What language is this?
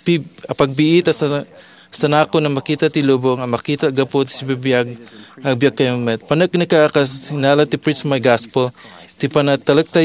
Iloko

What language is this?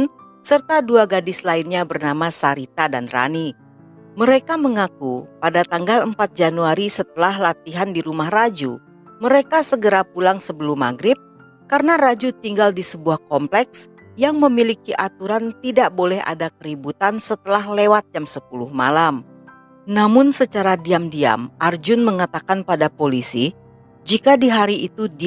Indonesian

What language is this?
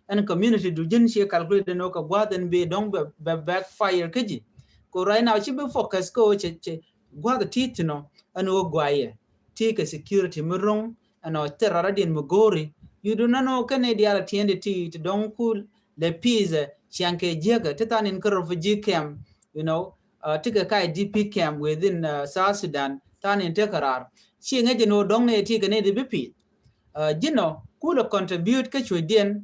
Nuer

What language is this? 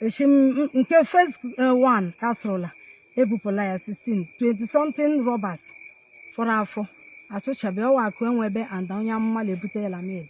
Igbo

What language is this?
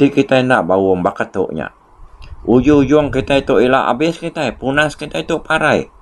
Iban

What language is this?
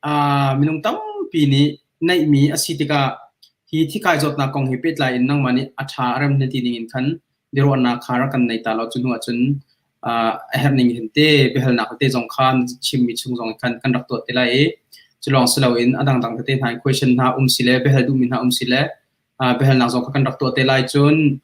Hakha Chin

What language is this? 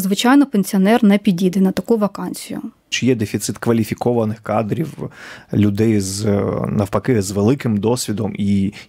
Ukrainian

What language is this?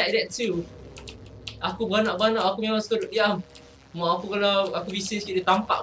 Malay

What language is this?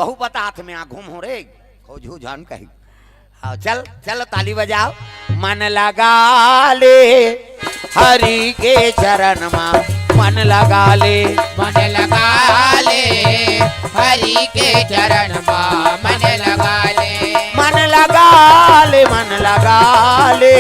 Chhattisgarhi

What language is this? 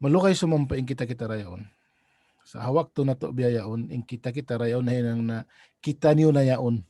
Tausug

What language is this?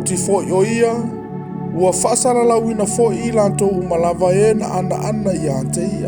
Samoan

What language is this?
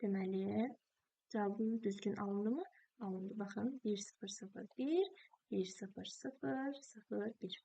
Azerbaijani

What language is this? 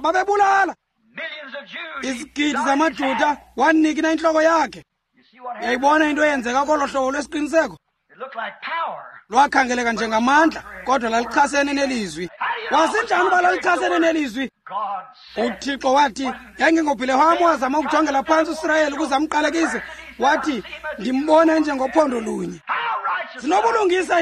Xhosa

